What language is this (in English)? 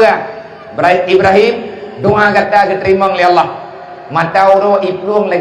Achinese